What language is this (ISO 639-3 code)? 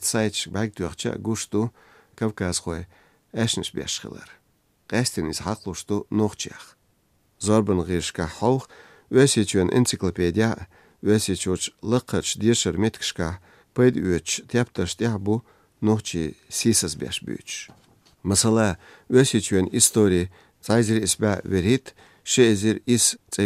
che